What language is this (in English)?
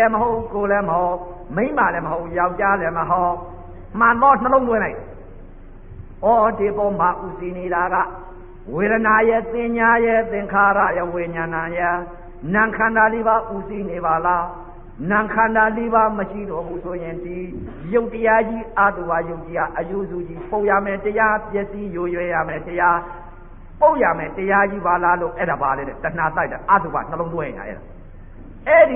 Burmese